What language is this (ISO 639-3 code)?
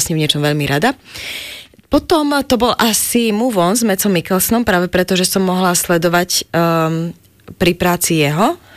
slk